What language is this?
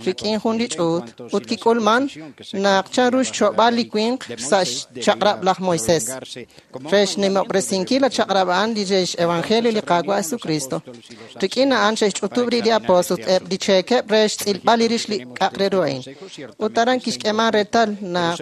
Kekchí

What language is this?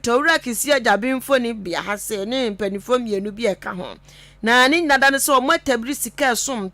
Akan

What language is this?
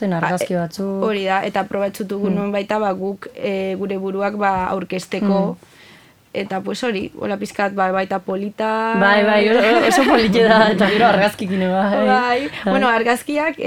Basque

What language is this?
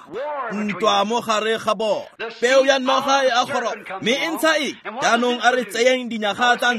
Tswana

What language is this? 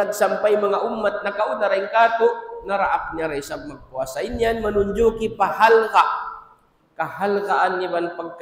Tausug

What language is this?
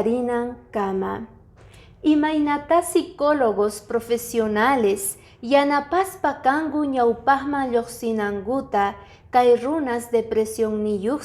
Quechua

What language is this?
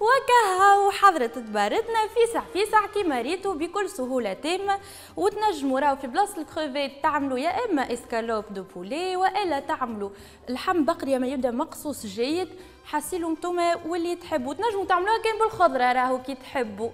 Tunisian Arabic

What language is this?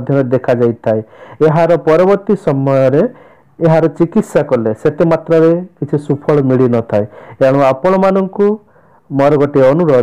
Odia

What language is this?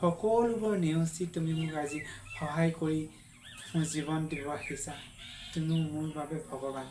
Assamese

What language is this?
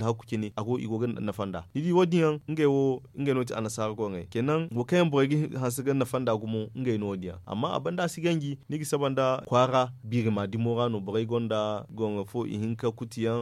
Zarma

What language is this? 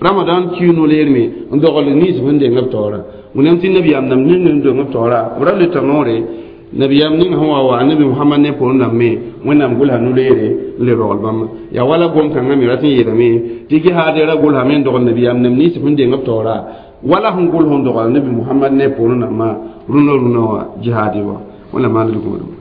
Mossi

